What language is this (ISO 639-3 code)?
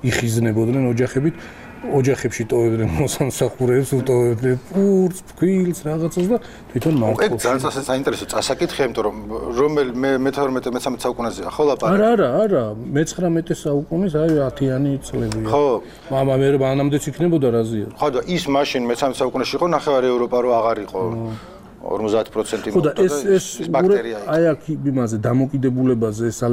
kat